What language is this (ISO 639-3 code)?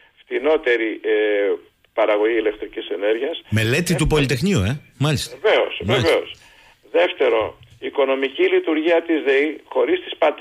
ell